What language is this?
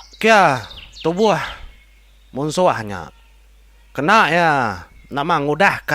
Iban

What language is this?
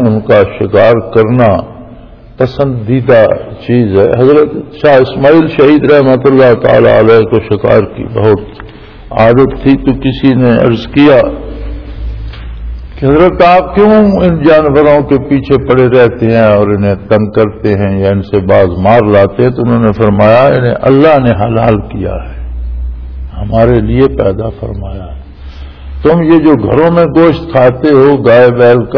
Urdu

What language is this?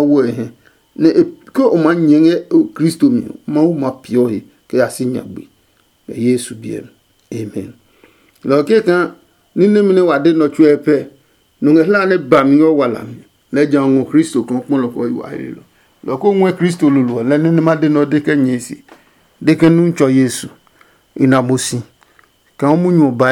Adangme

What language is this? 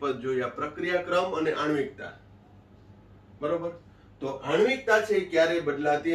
Gujarati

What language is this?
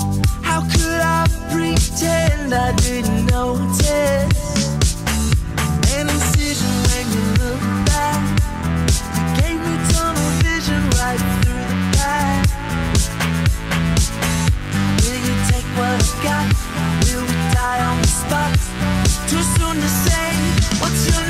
English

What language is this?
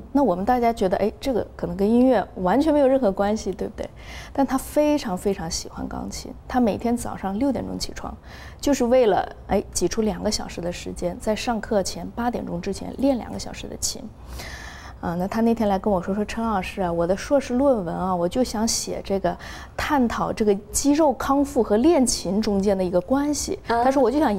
Chinese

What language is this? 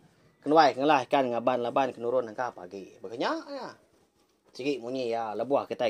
Iban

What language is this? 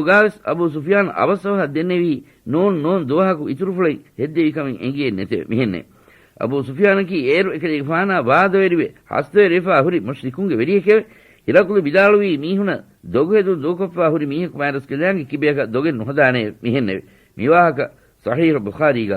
Divehi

